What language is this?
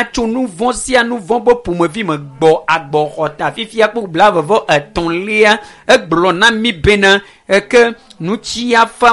Ewe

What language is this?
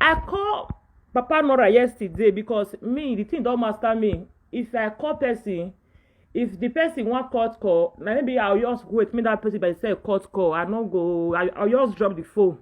Nigerian Pidgin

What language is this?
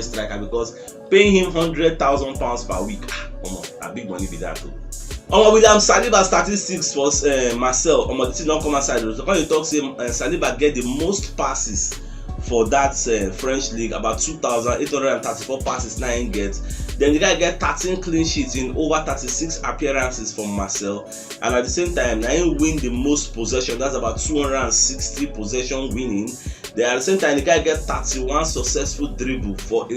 Nigerian Pidgin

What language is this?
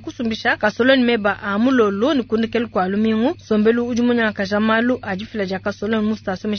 Luba-Lulua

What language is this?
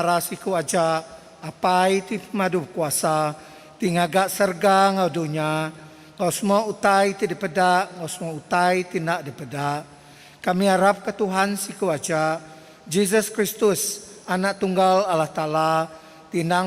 Iban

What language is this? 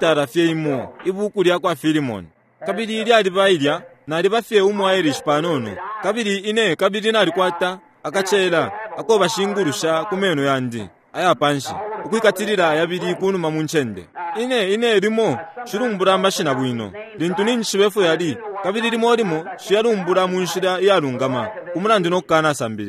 Bemba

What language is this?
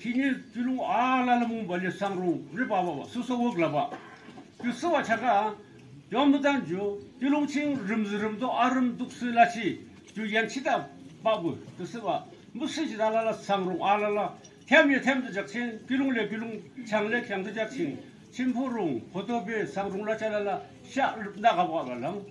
Naga Pidgin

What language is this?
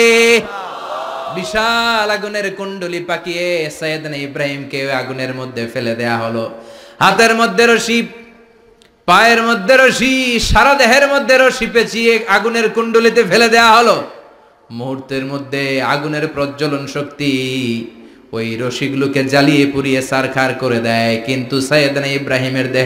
Bangla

